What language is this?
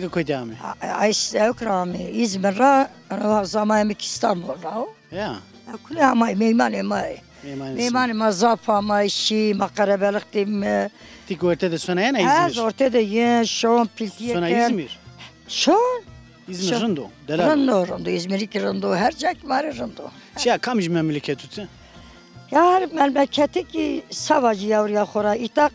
Zaza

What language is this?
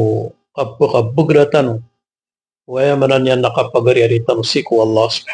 Maranao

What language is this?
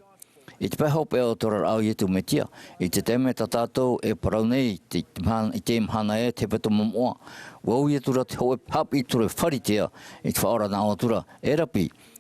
Tahitian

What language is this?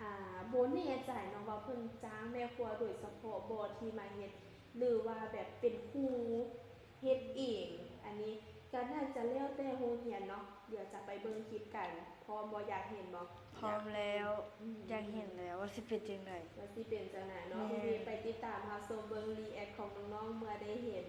Lao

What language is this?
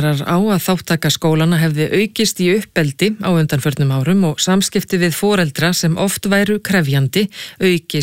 Icelandic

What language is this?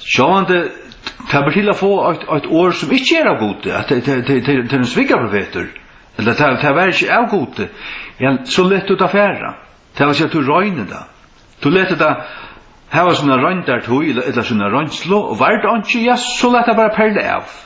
Faroese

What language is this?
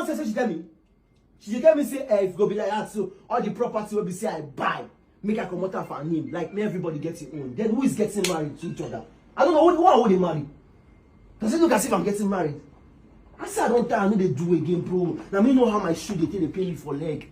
Nigerian Pidgin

